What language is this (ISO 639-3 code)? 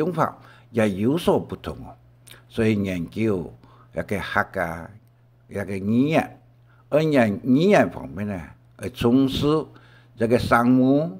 hak